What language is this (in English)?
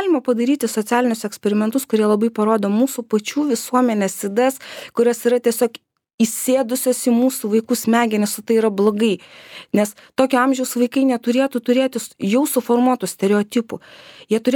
Lithuanian